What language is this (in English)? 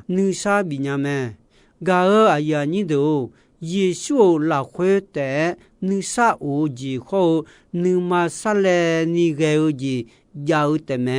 Akha